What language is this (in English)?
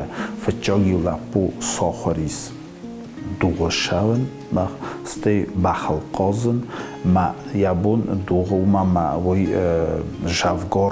Ossetic